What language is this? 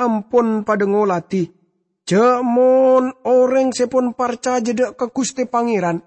Madurese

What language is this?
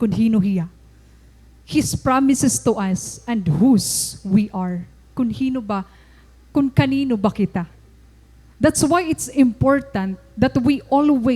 Waray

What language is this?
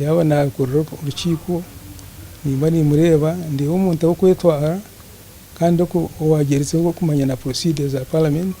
Nyankole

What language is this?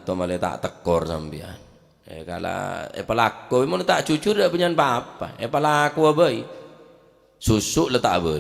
Madurese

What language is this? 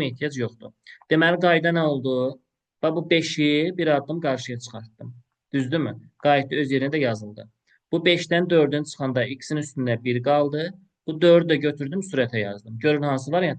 Azerbaijani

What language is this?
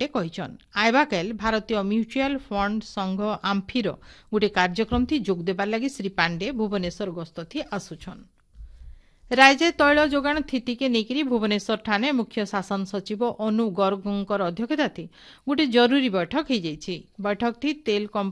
Odia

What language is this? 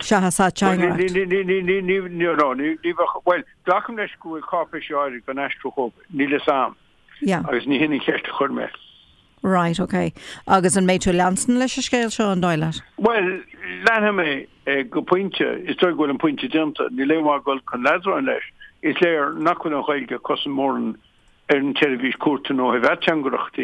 Irish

